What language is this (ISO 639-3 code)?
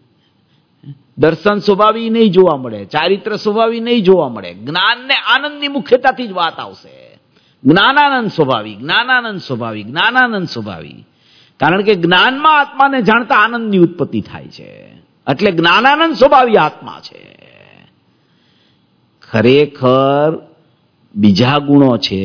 guj